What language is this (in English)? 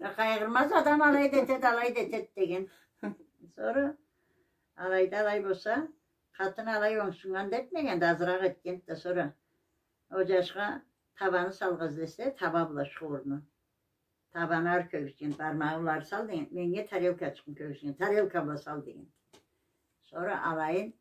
Karachay-Balkar